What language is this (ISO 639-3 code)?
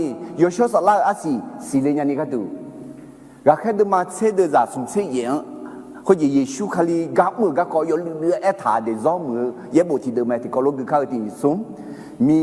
ahk